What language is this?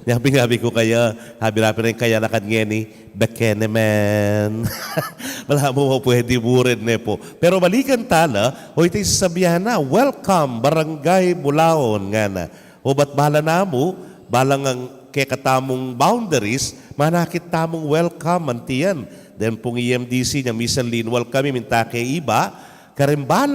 Pampanga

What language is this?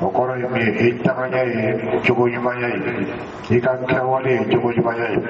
Dyula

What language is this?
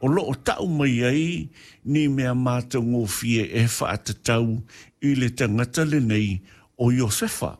Samoan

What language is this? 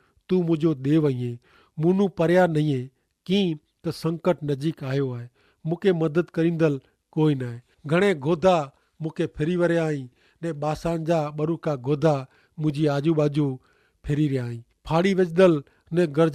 Kachhi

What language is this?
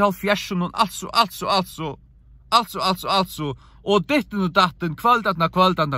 Faroese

